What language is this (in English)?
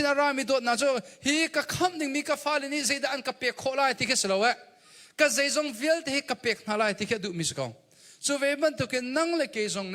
Hakha Chin